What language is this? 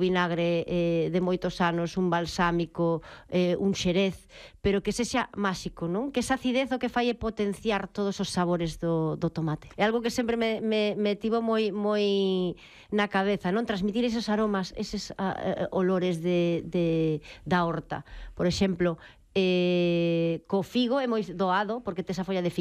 Galician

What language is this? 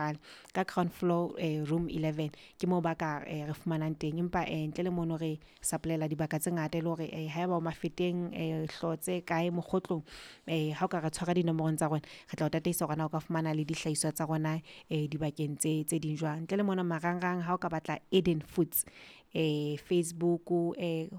Southern Sotho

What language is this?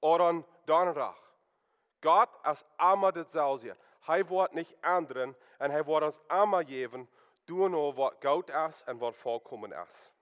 Plautdietsch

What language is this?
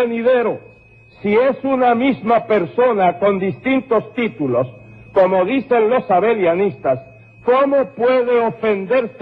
Spanish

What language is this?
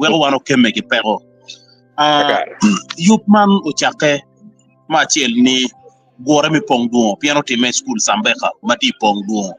Acoli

